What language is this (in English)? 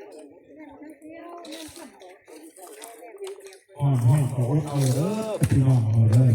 Northeastern Thai